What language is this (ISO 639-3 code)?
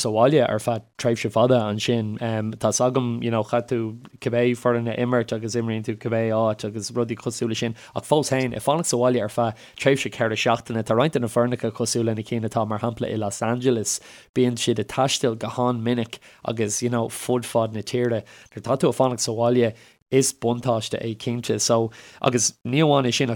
gle